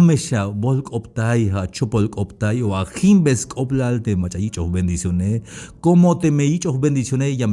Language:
Tzeltal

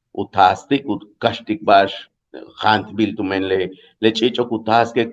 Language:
Yucateco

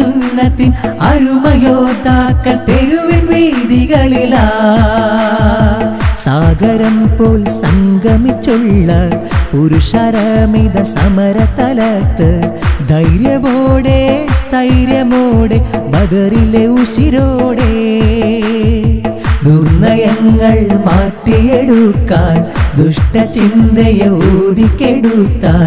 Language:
Malayalam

